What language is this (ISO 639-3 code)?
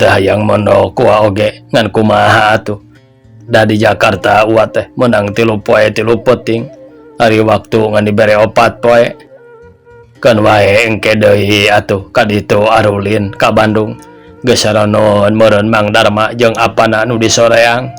sun